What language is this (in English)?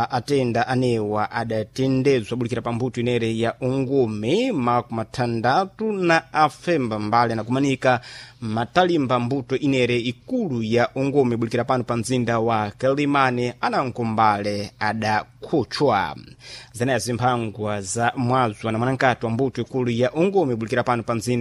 Sena